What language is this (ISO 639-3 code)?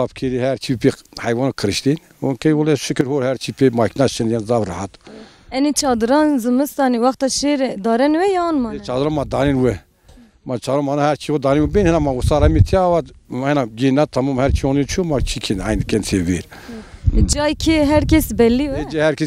zza